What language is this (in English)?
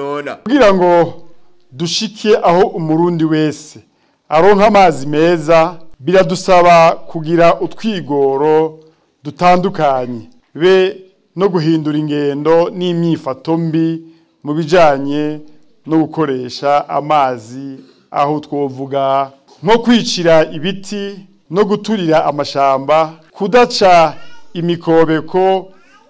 Rundi